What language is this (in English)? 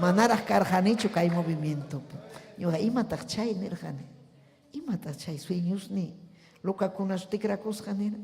Ayacucho Quechua